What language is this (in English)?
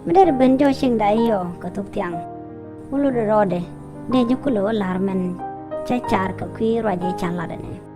Nuer